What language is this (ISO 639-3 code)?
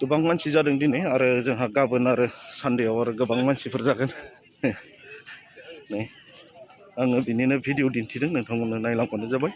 brx